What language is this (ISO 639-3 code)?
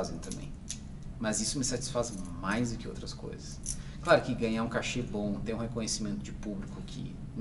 por